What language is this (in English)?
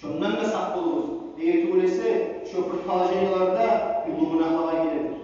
Kumyk